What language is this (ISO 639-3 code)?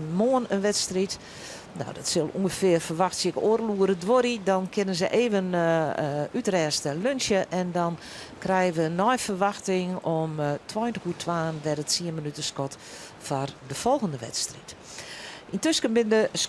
fry